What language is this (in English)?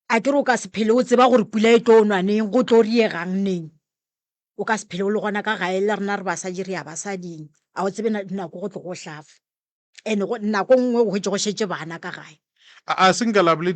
Northern Sotho